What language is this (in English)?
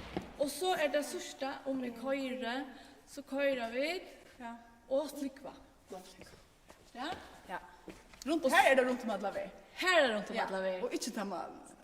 Faroese